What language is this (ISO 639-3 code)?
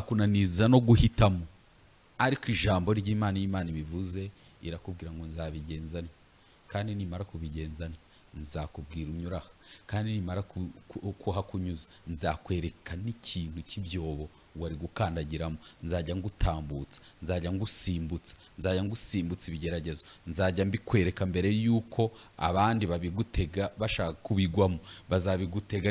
kin